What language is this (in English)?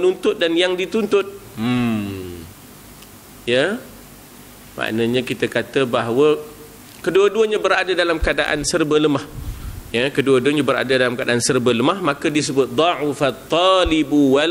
Malay